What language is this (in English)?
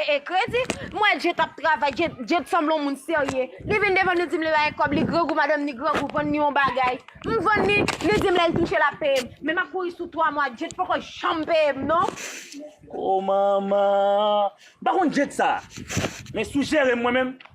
Haitian Creole